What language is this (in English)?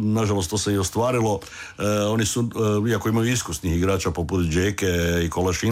Croatian